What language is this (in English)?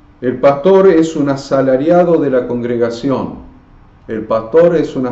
Spanish